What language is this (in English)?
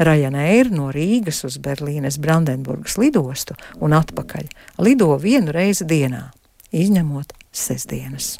Latvian